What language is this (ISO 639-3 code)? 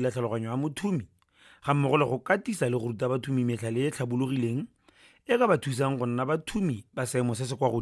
tsn